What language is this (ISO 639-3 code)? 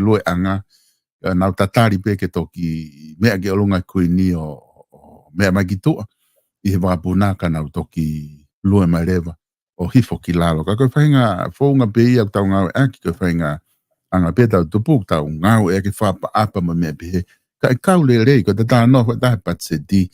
ton